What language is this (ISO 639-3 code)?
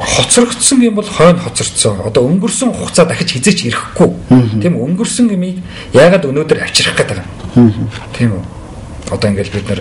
mon